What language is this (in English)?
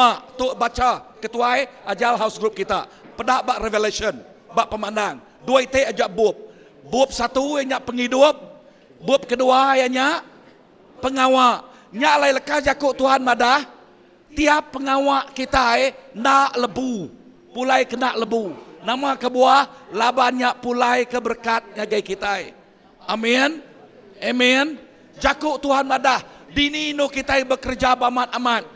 Iban